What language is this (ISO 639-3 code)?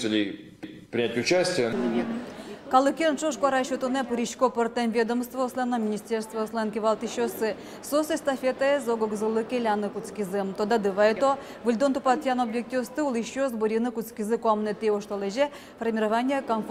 udm